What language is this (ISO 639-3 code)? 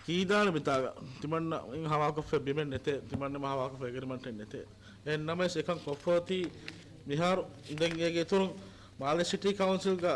div